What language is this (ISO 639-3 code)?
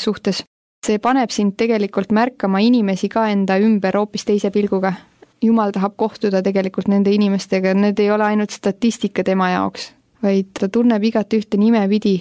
est